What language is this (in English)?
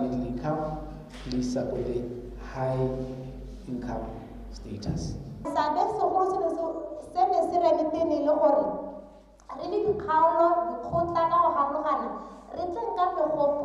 Tswana